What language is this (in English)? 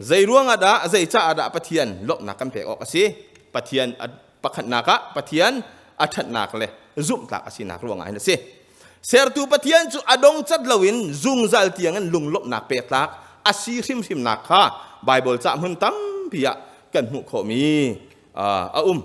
Hakha Chin